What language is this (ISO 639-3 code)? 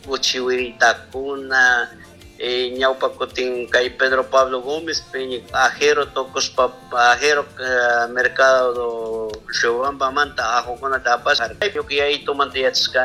qug